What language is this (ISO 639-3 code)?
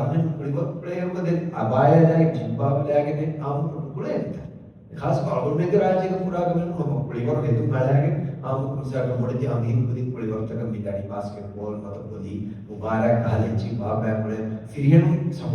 div